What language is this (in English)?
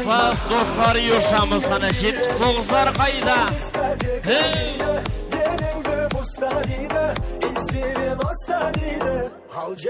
Kara-Kalpak